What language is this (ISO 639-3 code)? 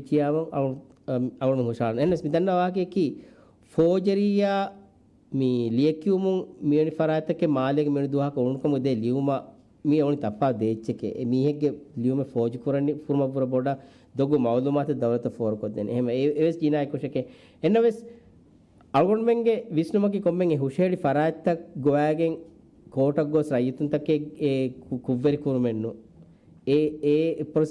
div